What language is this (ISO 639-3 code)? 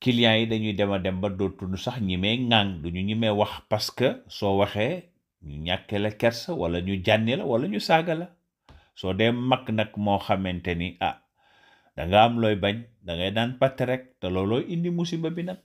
wol